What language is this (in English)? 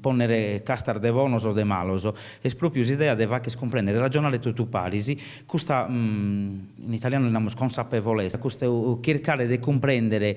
Sardinian